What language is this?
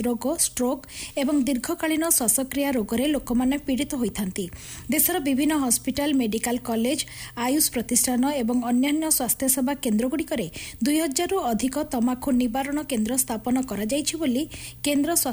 Odia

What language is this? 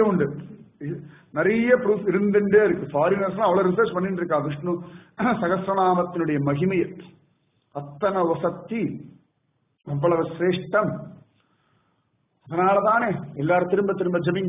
Tamil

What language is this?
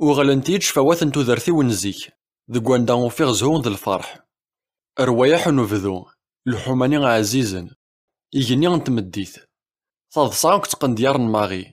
Kabyle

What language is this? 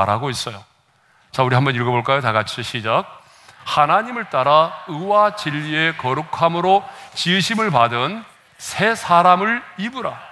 Korean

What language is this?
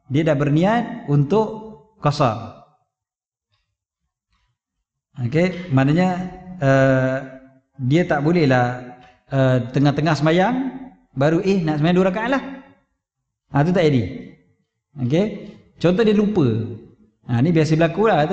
Malay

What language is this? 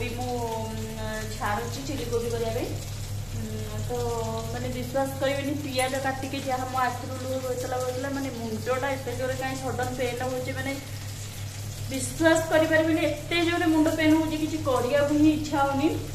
Odia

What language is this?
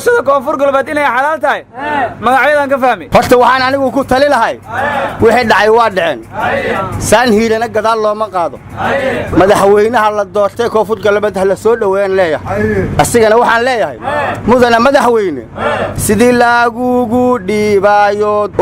Somali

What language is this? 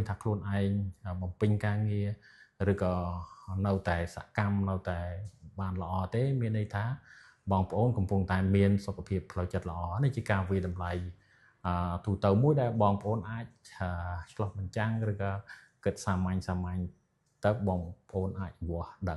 Khmer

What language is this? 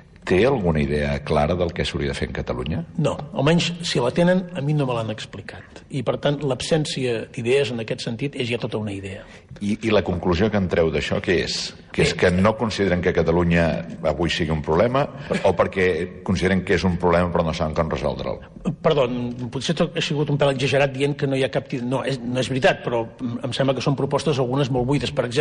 Catalan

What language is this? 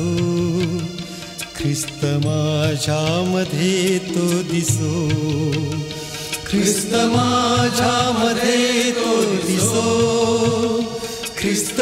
Marathi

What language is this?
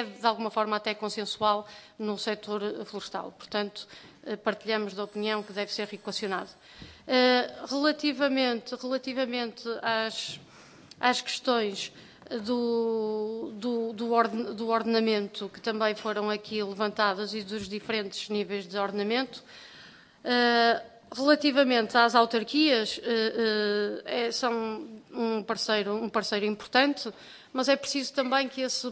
Portuguese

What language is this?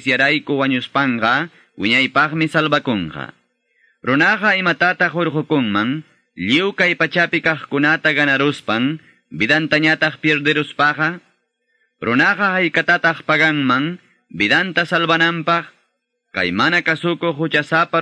Quechua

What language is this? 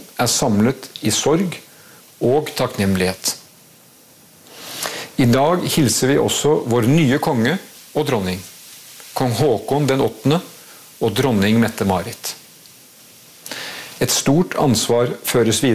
Norwegian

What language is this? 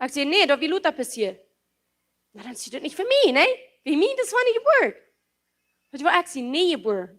Plautdietsch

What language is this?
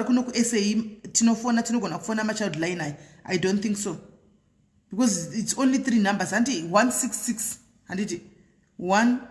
Shona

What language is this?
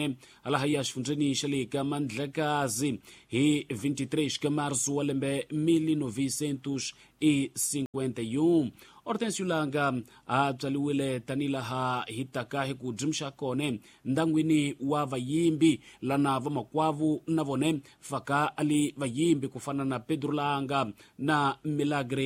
Tsonga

